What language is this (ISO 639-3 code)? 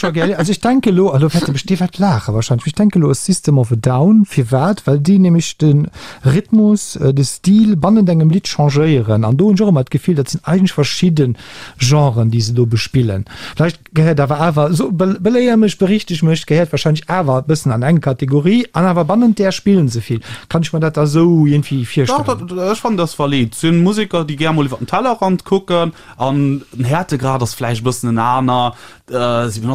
ltz